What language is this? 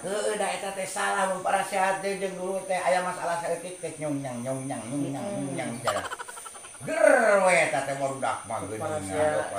Sundanese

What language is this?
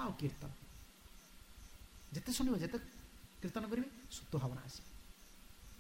Odia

